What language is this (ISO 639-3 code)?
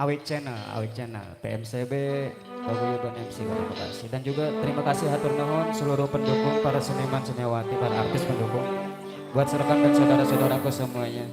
bew